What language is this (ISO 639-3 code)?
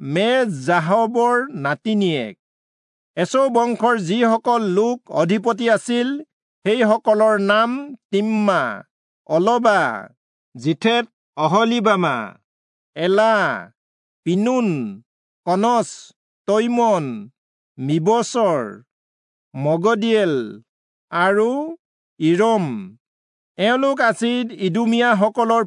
asm